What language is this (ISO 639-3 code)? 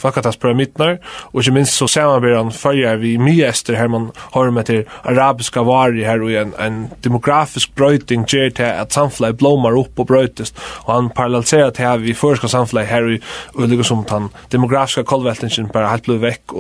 fao